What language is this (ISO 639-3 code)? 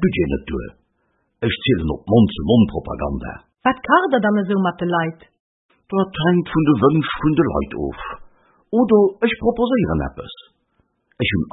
ltz